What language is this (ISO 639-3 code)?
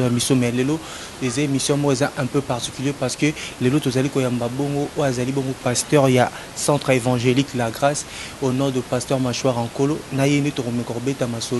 lin